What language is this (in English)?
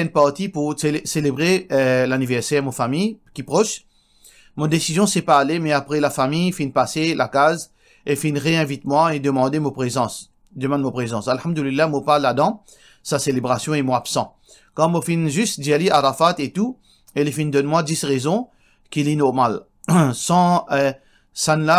Morisyen